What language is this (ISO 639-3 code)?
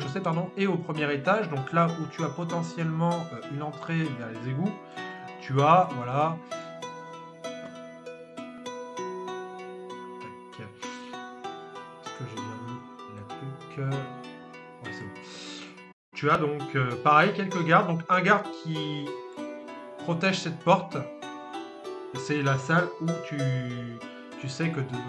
fra